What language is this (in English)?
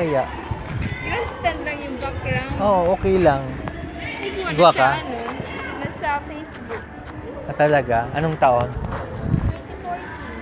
Bikol